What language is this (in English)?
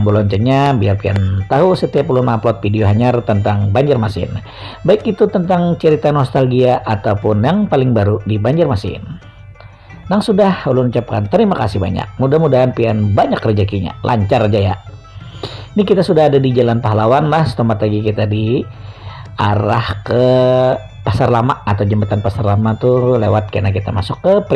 Banjar